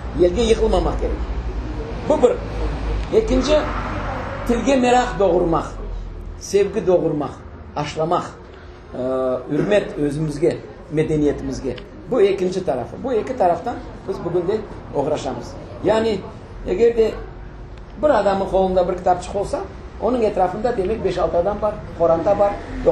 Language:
Crimean Tatar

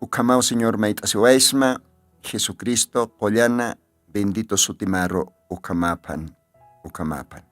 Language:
Aymara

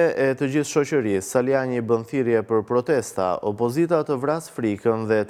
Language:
Albanian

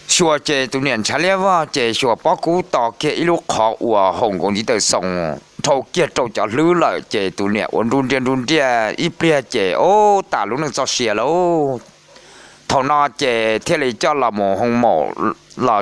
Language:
Hmong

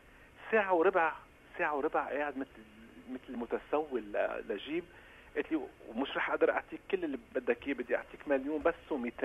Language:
North Levantine Arabic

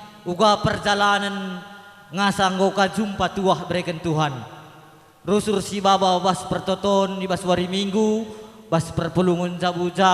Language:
Batak Karo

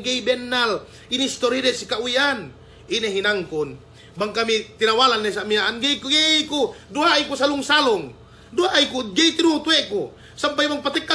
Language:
Yakan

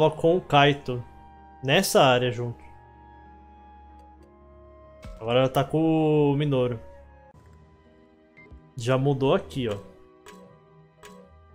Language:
Portuguese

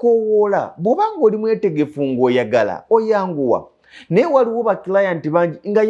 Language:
Ganda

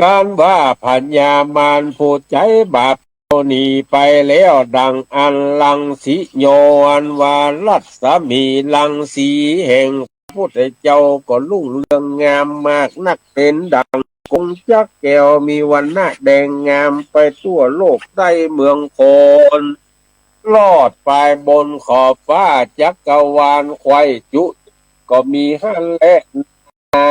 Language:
Northern Thai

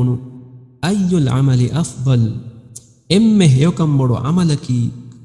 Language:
Divehi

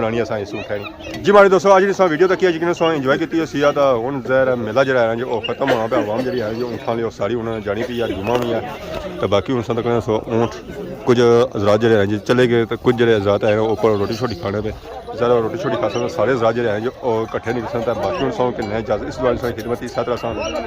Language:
Pahari-Potwari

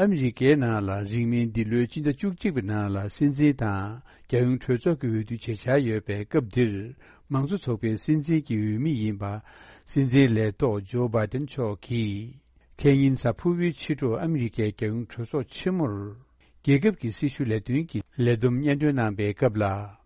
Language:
Tibetan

